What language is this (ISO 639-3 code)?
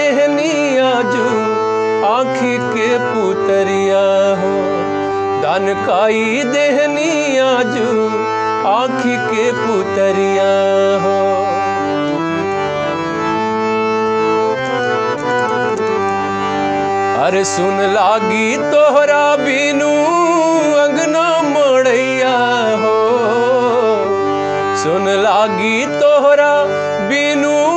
bho